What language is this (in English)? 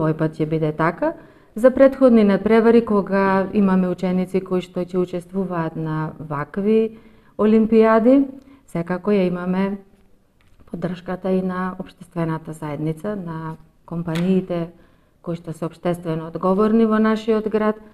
Macedonian